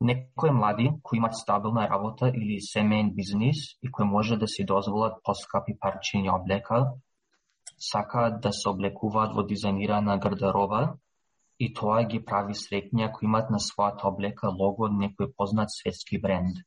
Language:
Macedonian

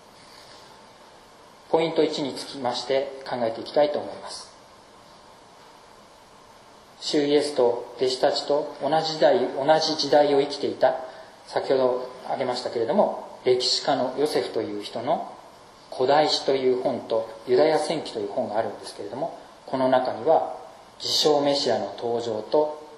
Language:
Japanese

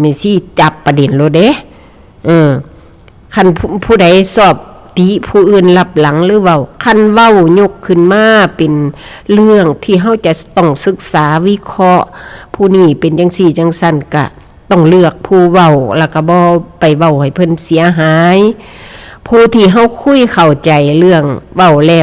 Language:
Northeastern Thai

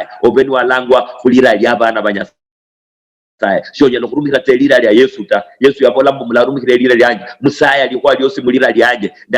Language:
Luyia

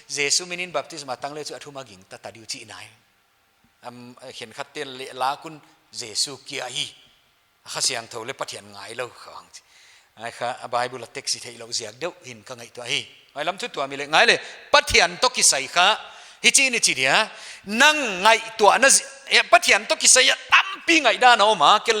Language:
Paite Chin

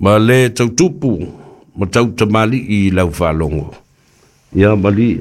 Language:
Samoan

